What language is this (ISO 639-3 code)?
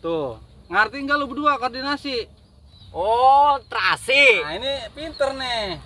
bew